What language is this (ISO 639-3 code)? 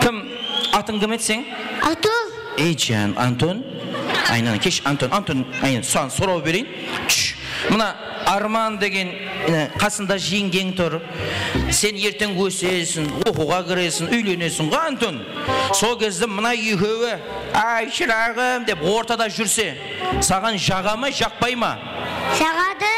kaa